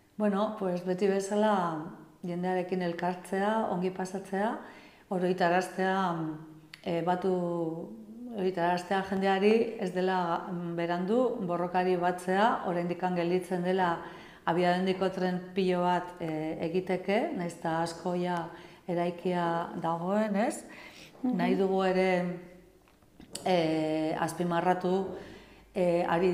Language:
Basque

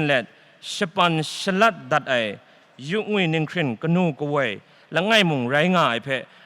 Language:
Kachin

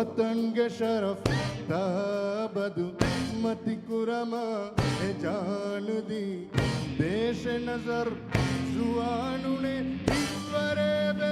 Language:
Divehi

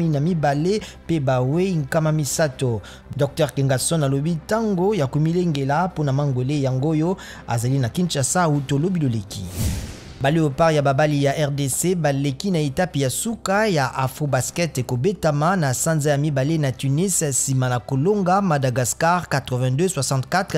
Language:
Lingala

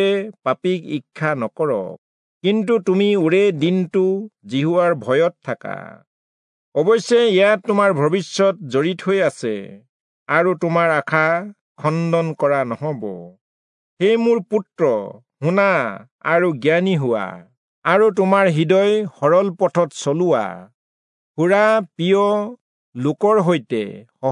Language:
Assamese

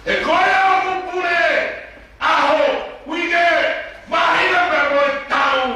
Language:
Tongan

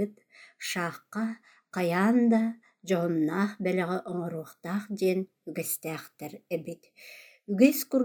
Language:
Yakut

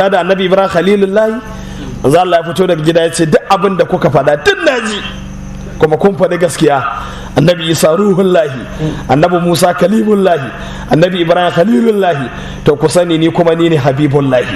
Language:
Hausa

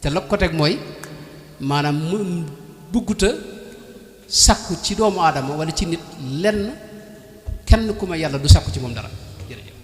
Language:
Wolof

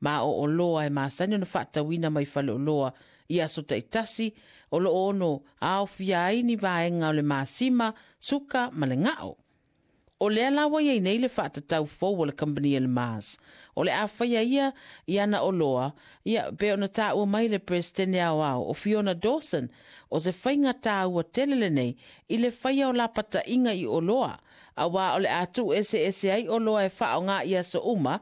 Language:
Samoan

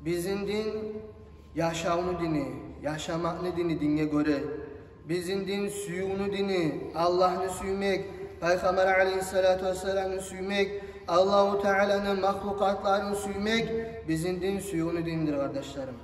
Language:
Kumyk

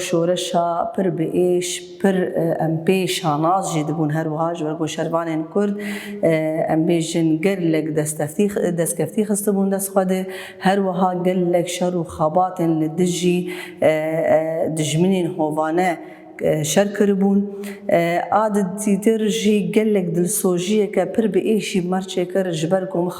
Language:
Kurdish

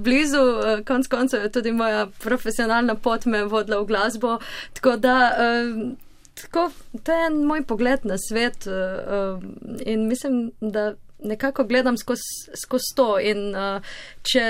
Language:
Slovenian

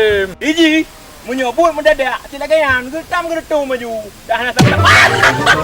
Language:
Achinese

